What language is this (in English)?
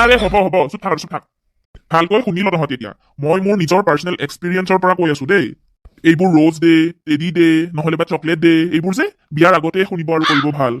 Assamese